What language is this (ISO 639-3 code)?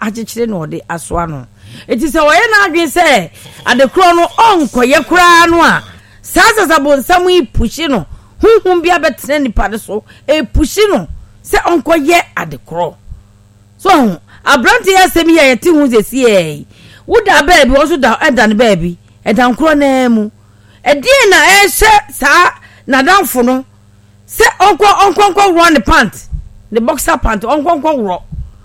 aka